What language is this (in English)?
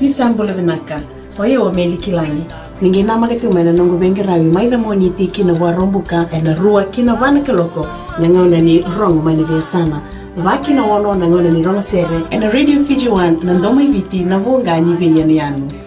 Fijian